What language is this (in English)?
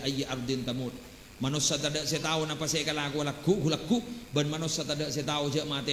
Madurese